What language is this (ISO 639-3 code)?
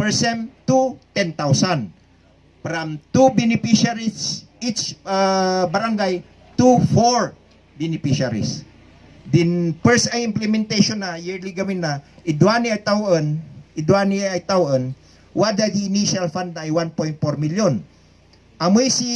kne